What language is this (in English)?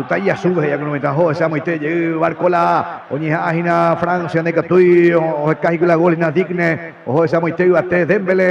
Guarani